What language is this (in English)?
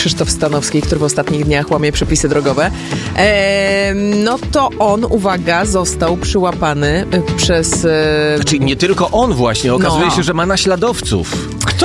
Polish